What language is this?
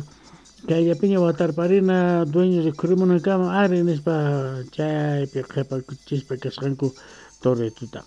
Quechua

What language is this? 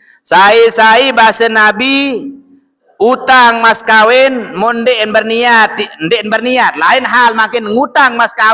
Sasak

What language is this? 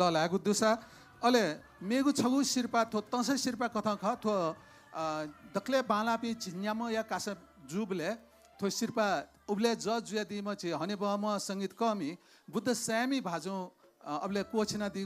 Newari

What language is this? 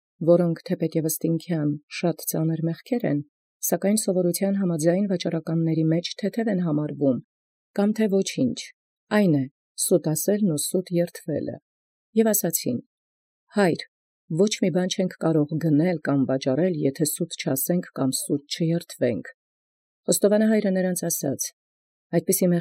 Armenian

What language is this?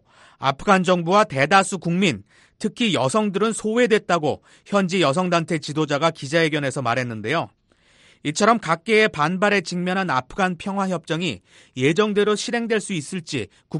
Korean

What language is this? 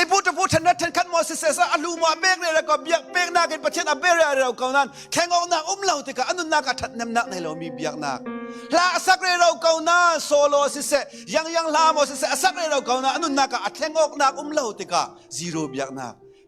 Falam Chin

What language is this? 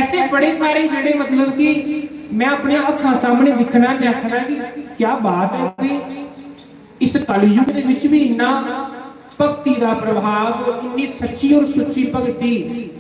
Dogri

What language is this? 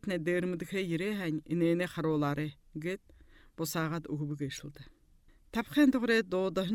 Buriat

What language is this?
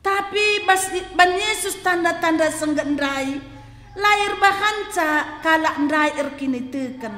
Batak Karo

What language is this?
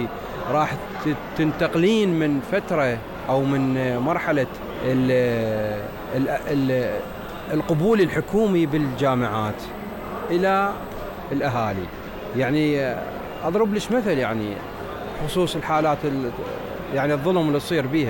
Mesopotamian Arabic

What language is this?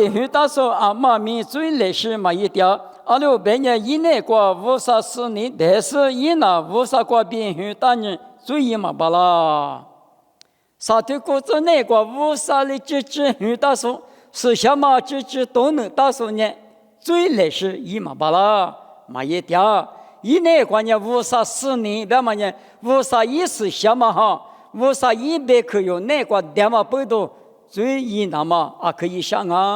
Lisu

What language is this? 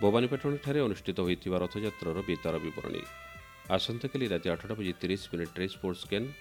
Odia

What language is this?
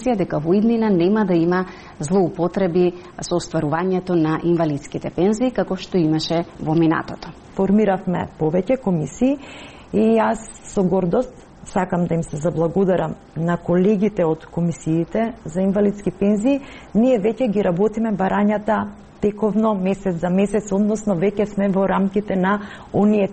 Macedonian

